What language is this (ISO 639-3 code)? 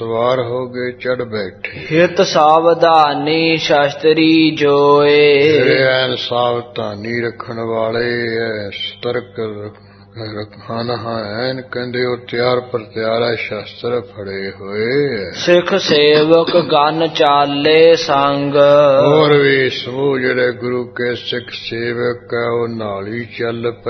pan